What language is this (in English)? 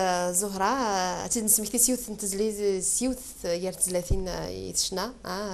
Kabyle